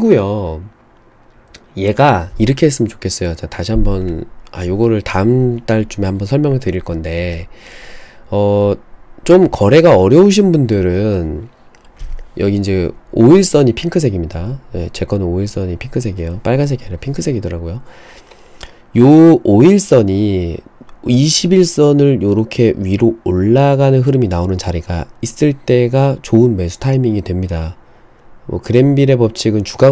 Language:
Korean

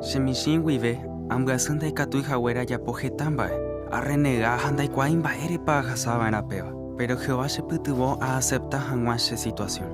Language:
Guarani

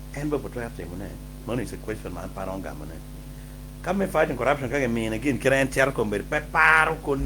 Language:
Acoli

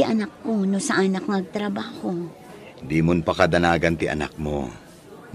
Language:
Iloko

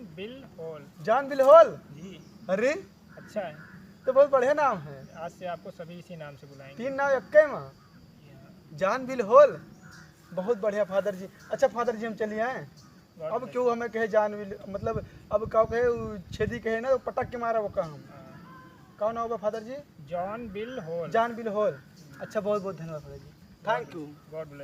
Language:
Awadhi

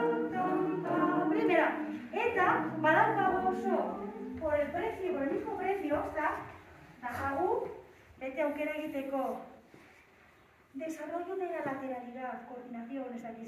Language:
Basque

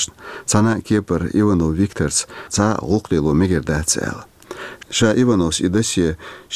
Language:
Chechen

